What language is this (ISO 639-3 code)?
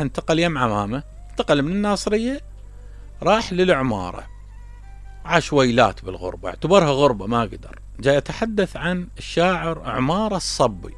acm